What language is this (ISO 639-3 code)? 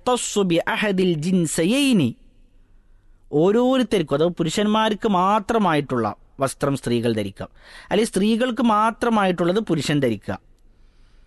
mal